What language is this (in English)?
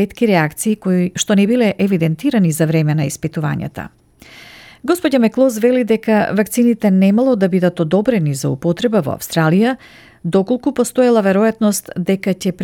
Macedonian